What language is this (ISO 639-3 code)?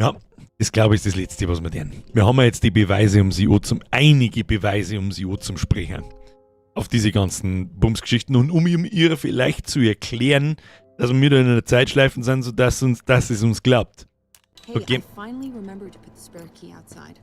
bar